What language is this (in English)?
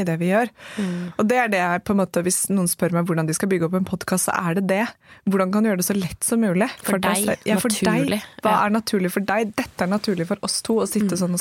Norwegian